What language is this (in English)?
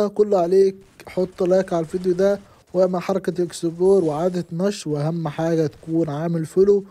Egyptian Arabic